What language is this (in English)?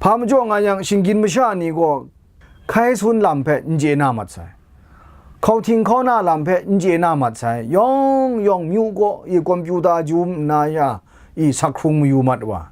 Kachin